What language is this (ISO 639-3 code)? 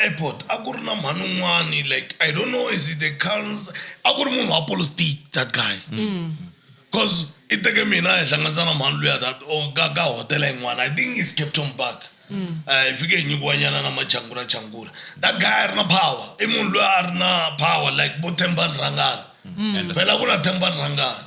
tso